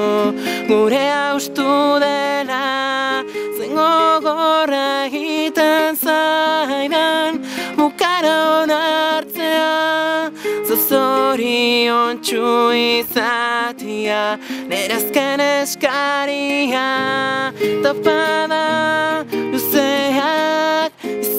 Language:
Basque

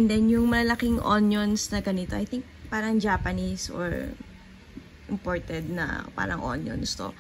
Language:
Filipino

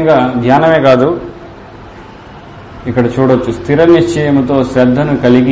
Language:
Telugu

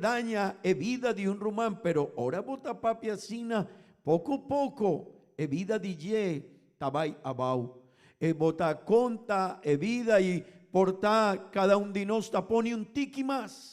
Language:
Papiamento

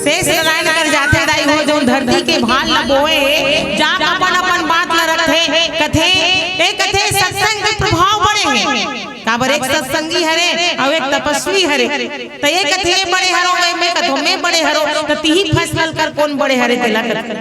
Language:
Chhattisgarhi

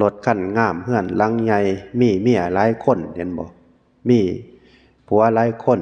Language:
Northeastern Thai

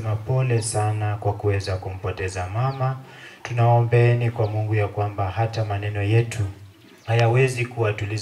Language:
Swahili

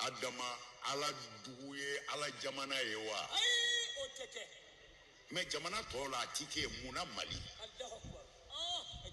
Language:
Bambara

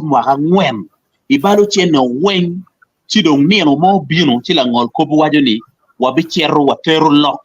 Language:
Acoli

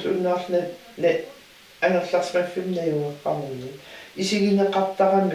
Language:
Kalaallisut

